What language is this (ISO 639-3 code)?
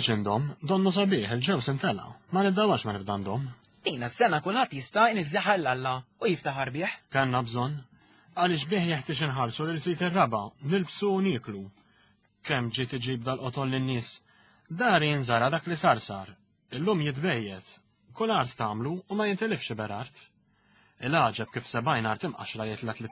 mlt